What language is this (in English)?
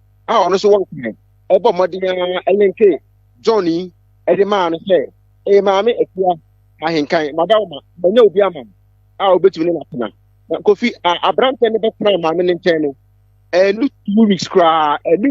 Akan